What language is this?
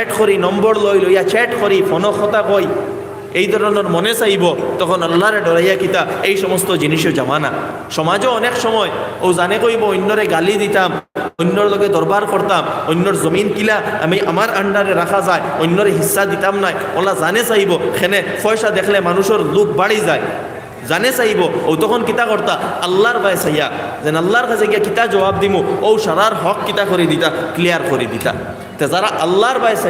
Sylheti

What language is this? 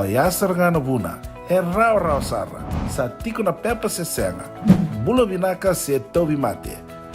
Fijian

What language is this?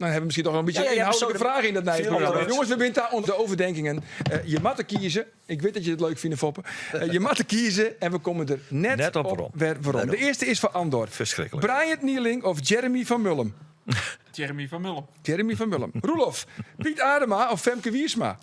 Western Frisian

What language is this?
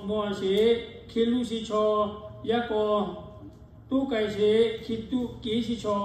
Lahu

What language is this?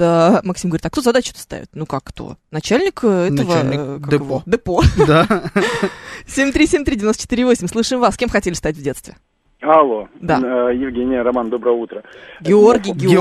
Russian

